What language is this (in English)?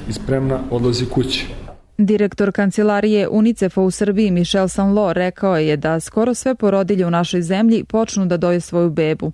Serbian